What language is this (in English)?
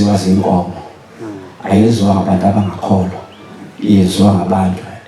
Zulu